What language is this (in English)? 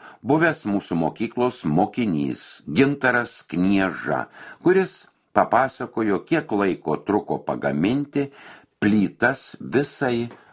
Lithuanian